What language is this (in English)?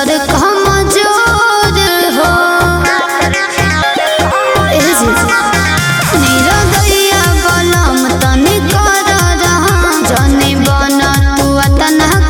Bhojpuri